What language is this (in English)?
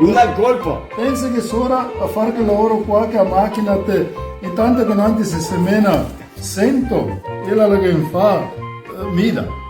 Venetian